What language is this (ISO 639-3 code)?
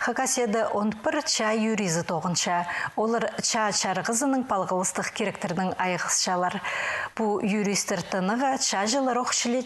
kjh